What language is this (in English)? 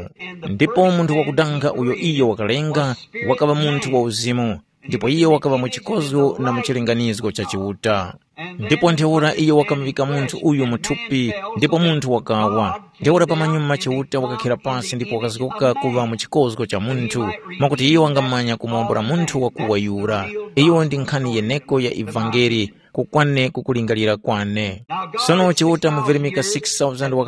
Tumbuka